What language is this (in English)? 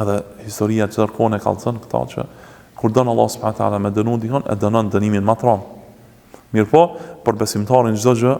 Albanian